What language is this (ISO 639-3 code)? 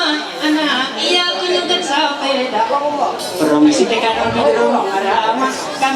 mhy